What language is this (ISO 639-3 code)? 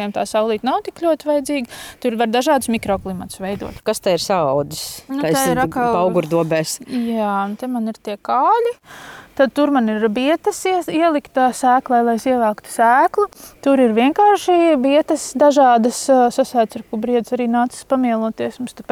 lav